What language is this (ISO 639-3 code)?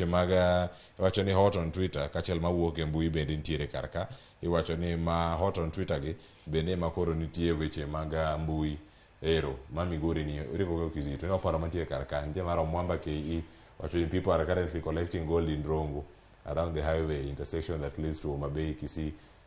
luo